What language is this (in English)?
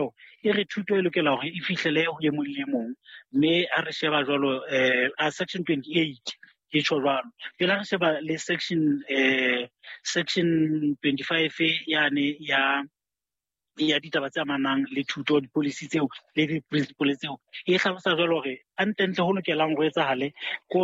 Southern Sotho